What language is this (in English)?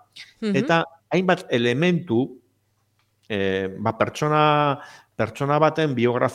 Basque